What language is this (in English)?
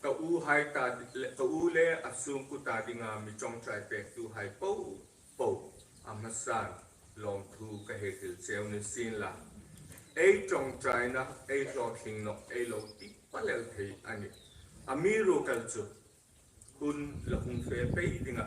Hmar